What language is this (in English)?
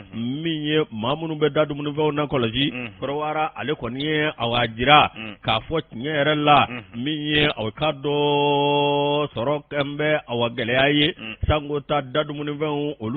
Bambara